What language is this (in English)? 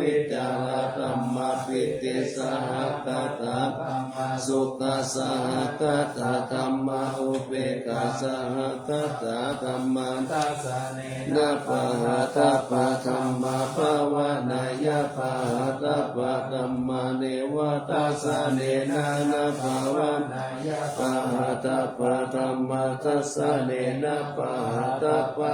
Pali